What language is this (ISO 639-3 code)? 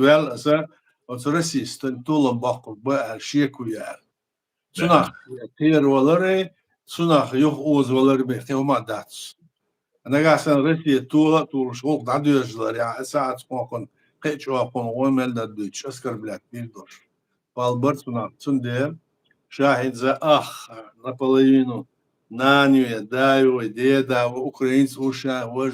che